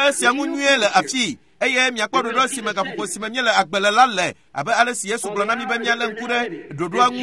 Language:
Ewe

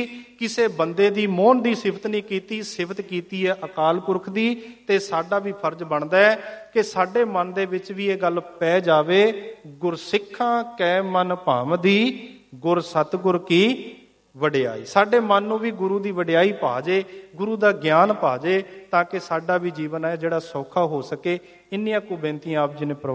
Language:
Punjabi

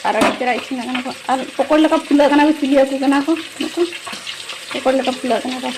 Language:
Santali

